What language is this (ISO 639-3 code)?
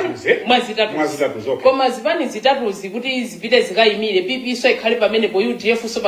nya